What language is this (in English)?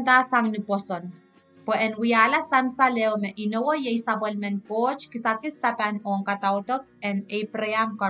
Pohnpeian